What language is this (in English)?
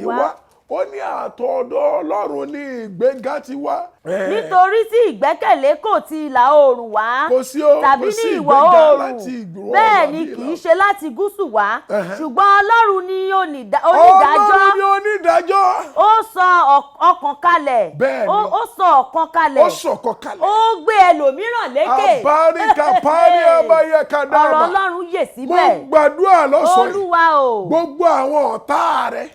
Yoruba